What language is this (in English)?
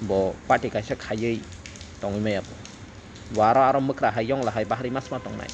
Kok Borok